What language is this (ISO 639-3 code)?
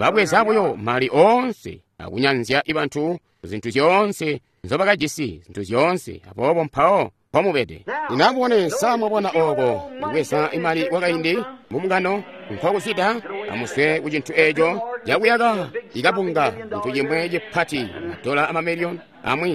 toi